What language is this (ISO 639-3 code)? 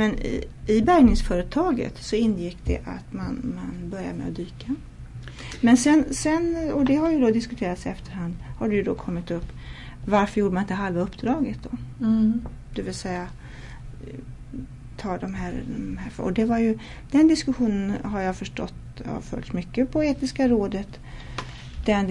swe